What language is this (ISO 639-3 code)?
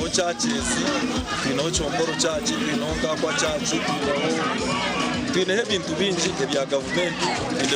nyn